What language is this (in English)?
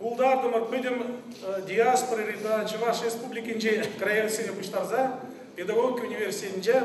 Chuvash